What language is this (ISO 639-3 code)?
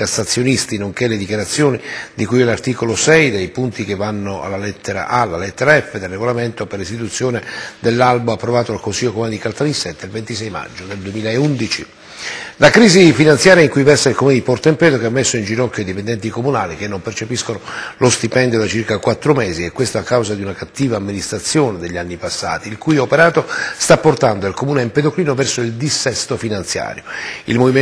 ita